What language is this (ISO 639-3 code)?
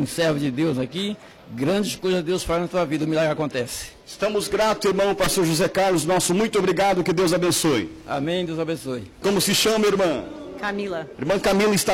por